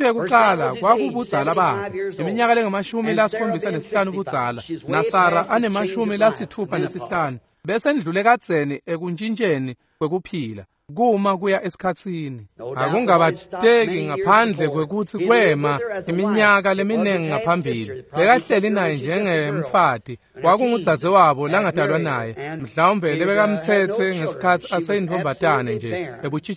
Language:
Swati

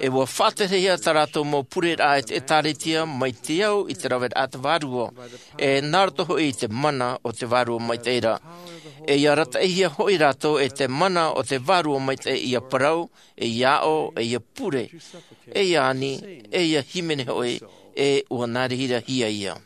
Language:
Tahitian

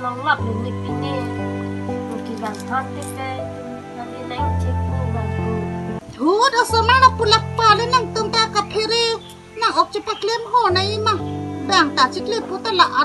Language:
Karbi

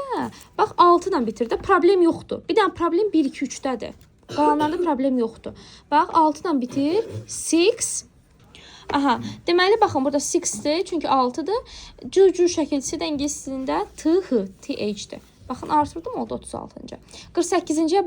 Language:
Azerbaijani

